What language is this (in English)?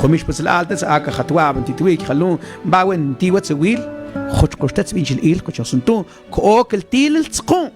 Mam